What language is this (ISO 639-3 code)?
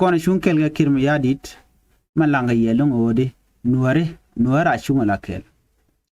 nus